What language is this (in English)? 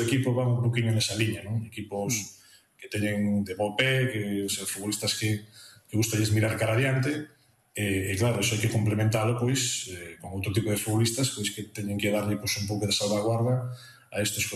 Galician